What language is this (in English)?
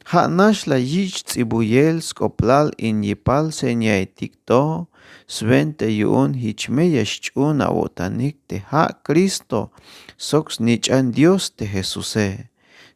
Tzeltal